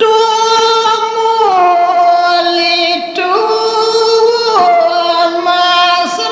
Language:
Balinese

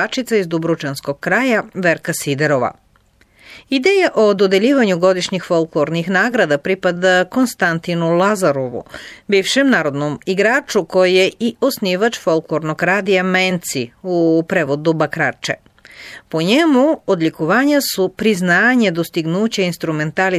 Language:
Serbian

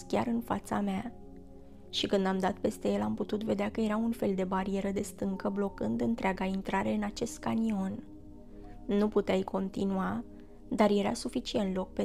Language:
Romanian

